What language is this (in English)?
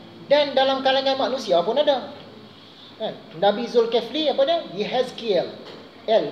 Malay